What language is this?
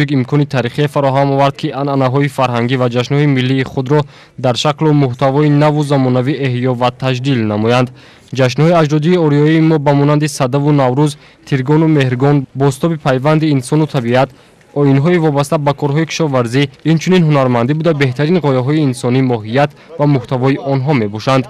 Tajik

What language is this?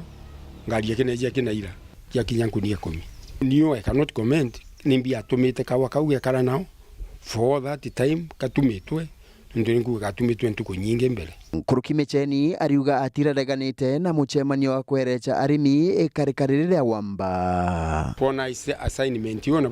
Meru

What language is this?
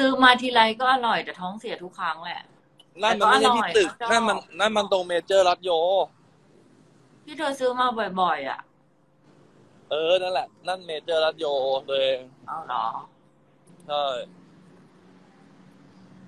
Thai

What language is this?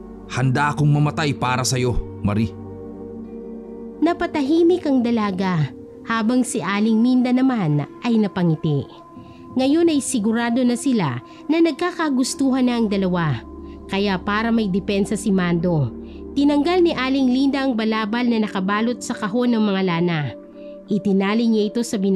Filipino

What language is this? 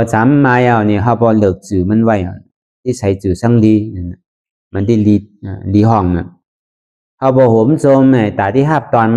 Shan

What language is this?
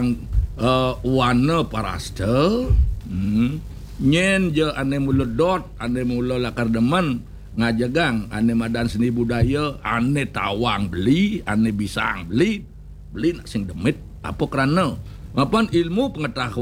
Balinese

